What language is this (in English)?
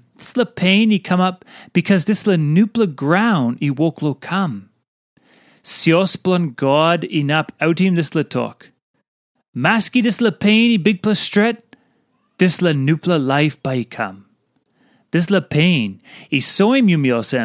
Tok Pisin